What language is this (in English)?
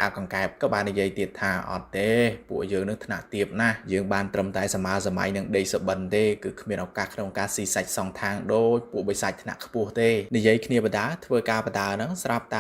Khmer